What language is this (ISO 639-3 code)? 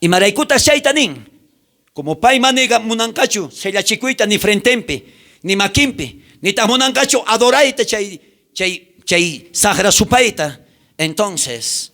quh